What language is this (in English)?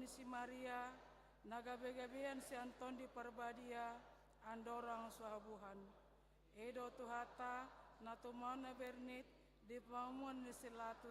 Batak Toba